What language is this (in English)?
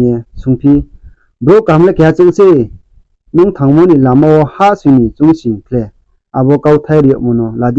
Riang (India)